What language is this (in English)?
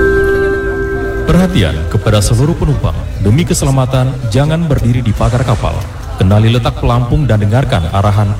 Indonesian